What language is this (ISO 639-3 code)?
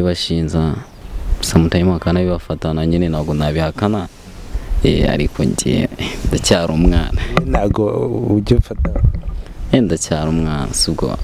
kin